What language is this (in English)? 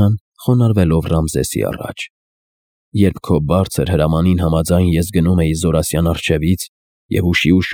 Armenian